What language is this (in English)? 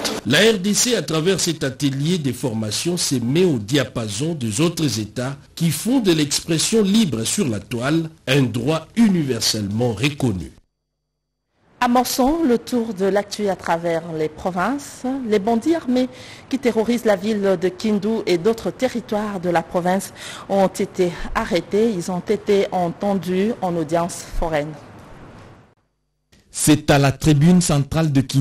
French